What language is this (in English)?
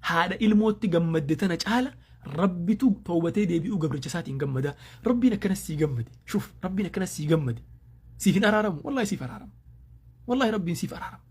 Oromo